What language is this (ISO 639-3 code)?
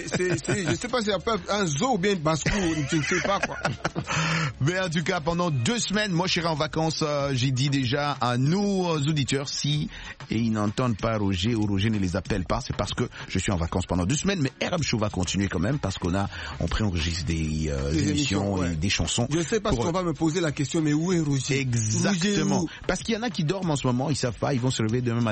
fra